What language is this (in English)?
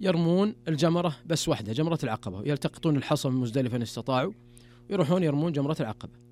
Najdi Arabic